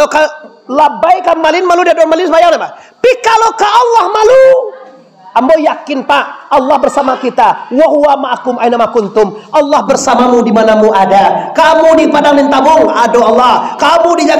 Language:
Minangkabau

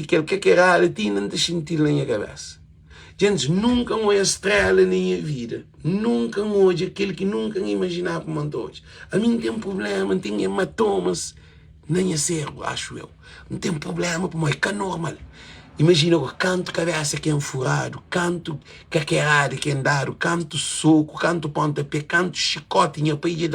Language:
Kabuverdianu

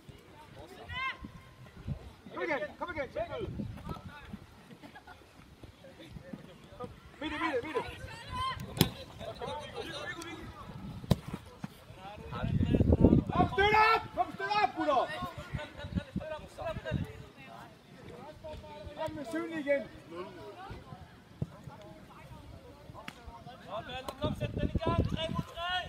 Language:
Danish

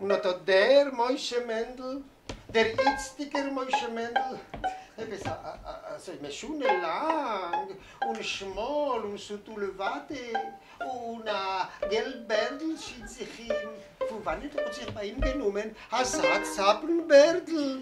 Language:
Yiddish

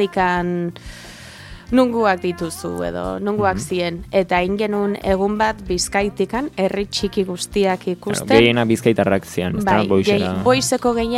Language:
Basque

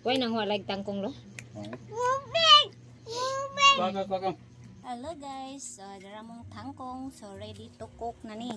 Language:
Cebuano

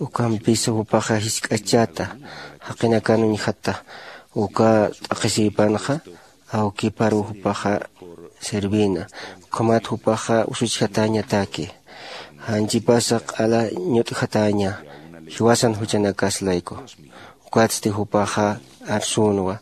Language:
Aymara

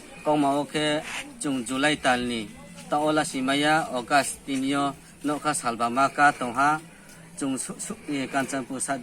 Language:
Riang (India)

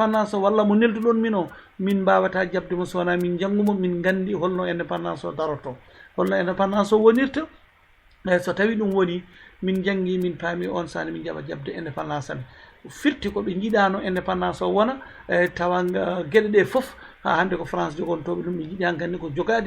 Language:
Fula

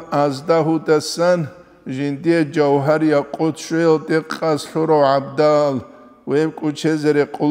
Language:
Avaric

